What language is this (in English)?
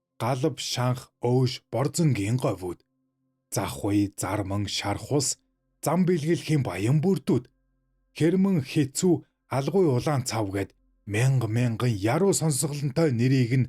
Mongolian